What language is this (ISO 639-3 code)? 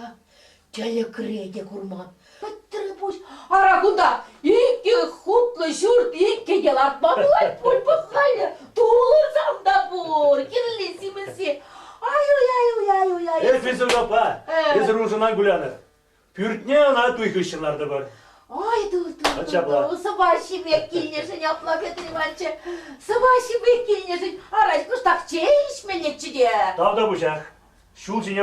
chv